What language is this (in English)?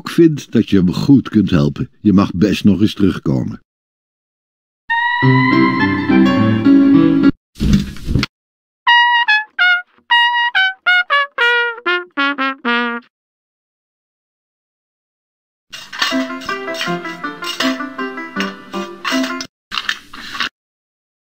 Dutch